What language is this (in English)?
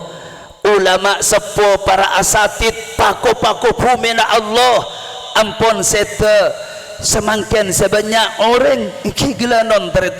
Madurese